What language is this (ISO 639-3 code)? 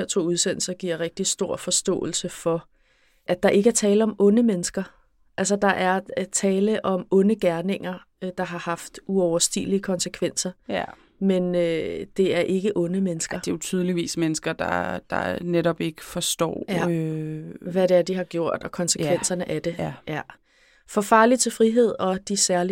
dan